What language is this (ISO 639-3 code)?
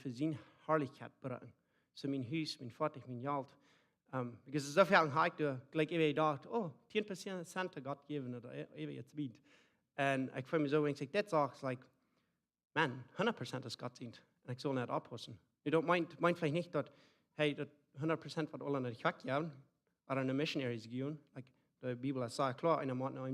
pdt